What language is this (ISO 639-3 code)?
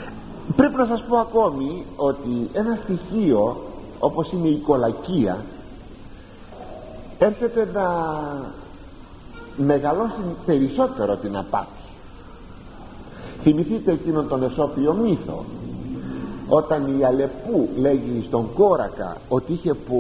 ell